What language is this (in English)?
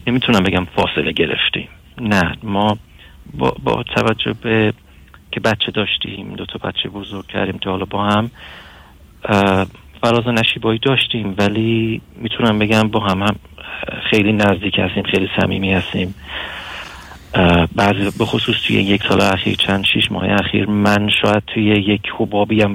Persian